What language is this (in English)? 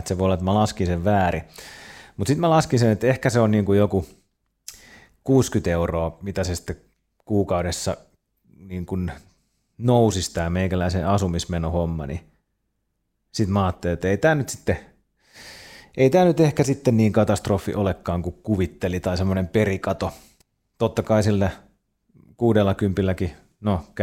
Finnish